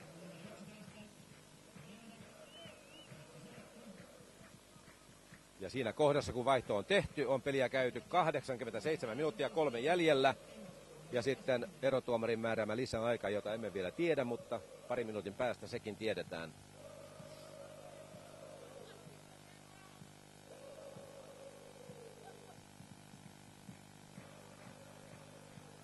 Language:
Finnish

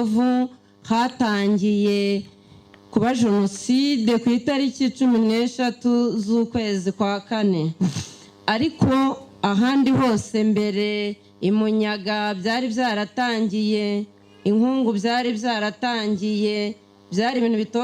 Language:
Kinyarwanda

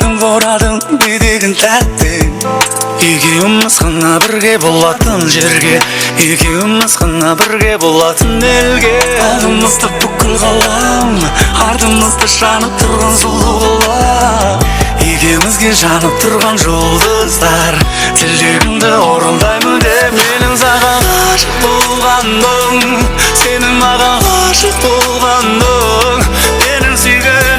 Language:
Kara-Kalpak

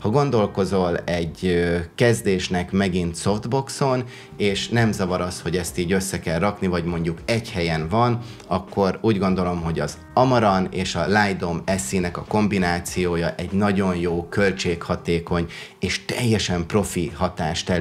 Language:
Hungarian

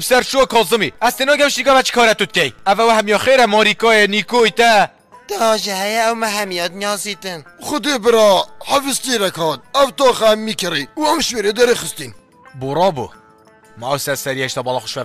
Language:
Persian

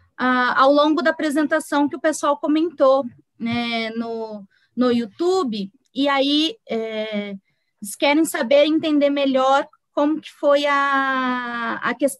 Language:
Portuguese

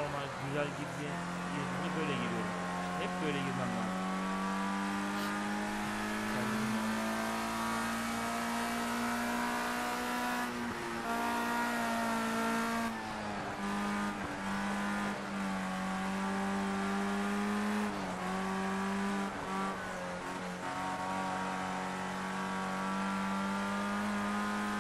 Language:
Turkish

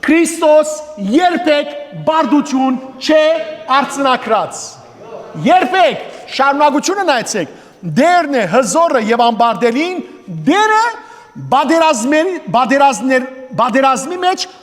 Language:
Western Armenian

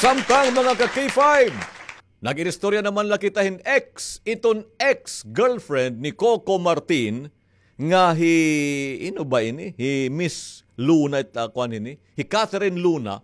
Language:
Waray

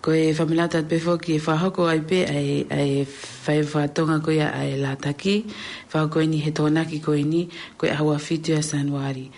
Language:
Tongan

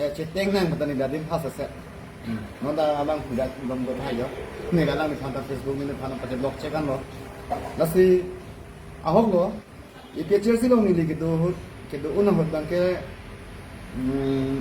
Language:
Karbi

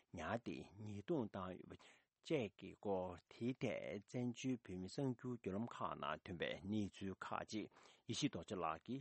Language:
Tibetan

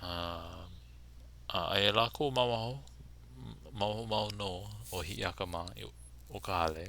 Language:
Hawaiian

